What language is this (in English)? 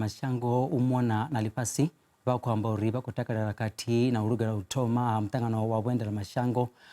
Venda